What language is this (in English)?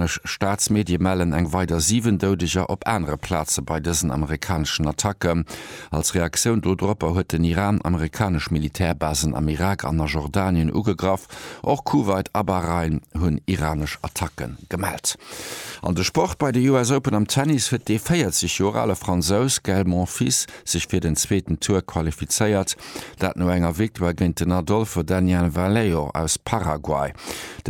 Luxembourgish